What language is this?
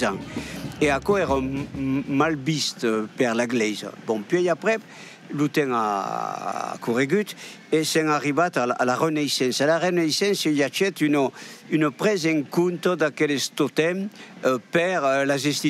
Occitan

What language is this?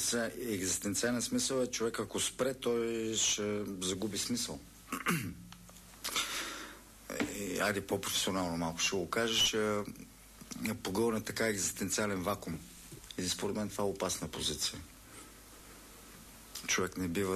Bulgarian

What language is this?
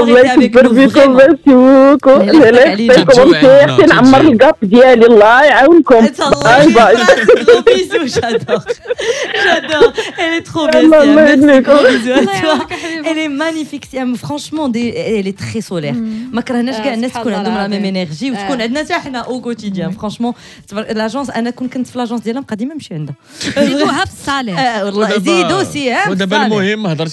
Moroccan Arabic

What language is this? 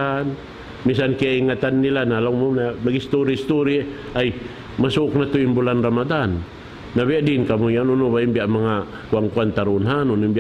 Tausug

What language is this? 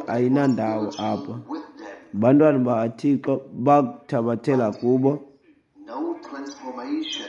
Xhosa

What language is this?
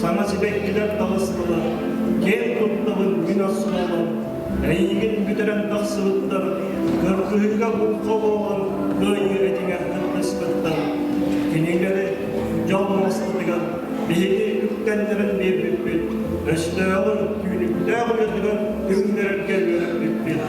Yakut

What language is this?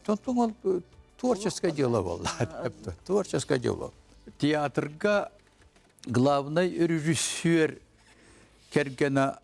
Yakut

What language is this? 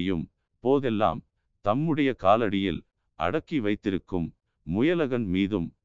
Tamil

